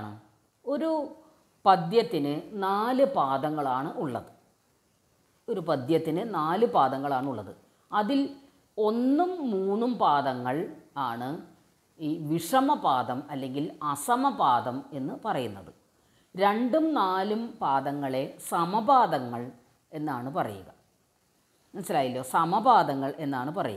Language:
Malayalam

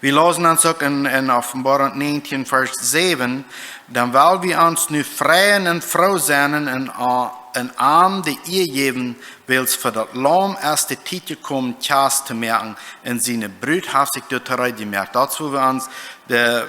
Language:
Plautdietsch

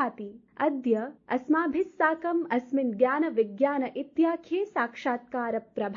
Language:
Sanskrit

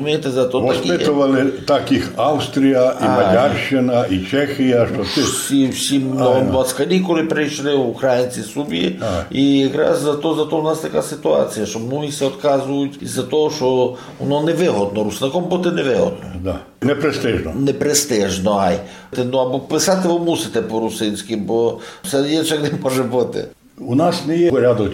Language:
Rusyn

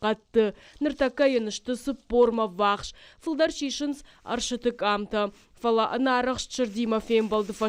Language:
Ossetic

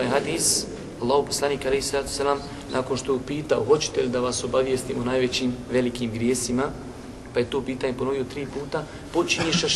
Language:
Bosnian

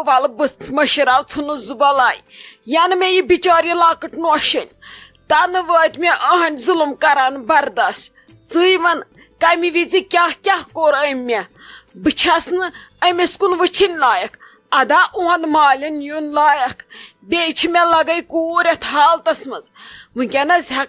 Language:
Kashmiri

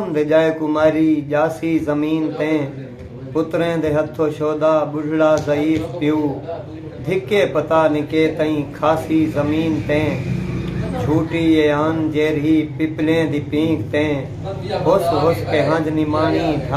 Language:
Saraiki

